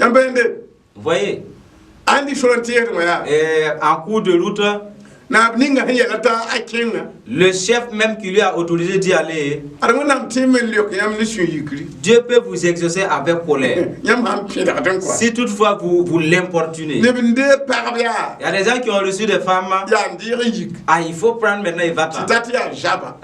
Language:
Mossi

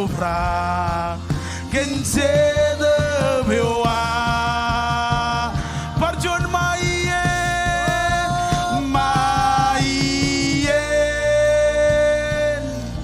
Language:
Marshallese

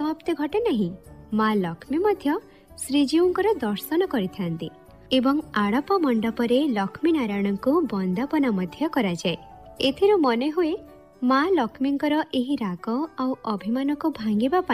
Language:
Odia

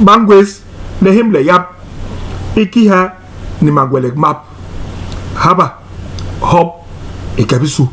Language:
Basaa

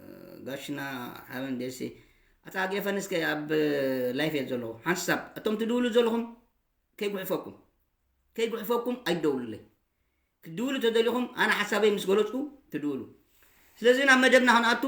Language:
Tigrinya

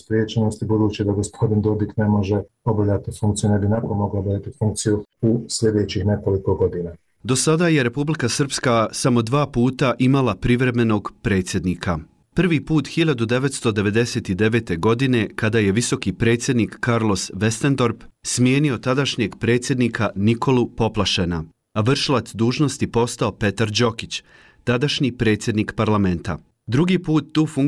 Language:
Serbian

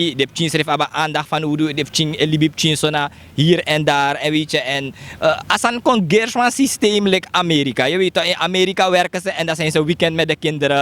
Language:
Sranan Tongo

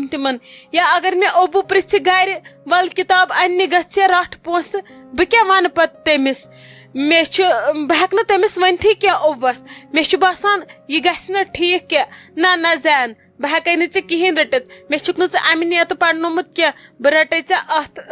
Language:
Kashmiri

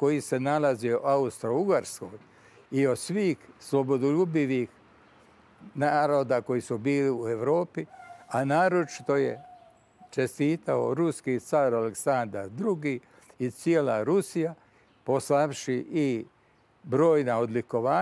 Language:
Serbian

